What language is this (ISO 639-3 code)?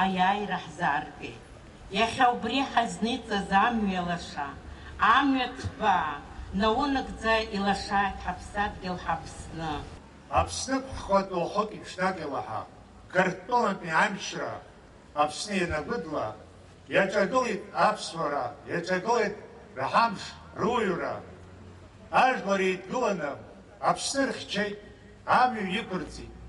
abk